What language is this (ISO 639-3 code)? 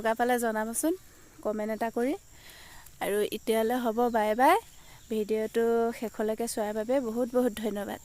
asm